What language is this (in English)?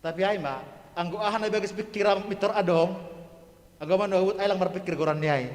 Batak Simalungun